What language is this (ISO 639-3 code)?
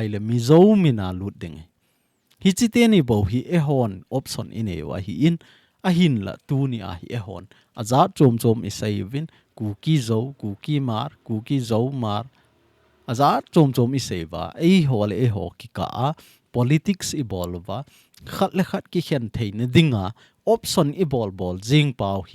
tcz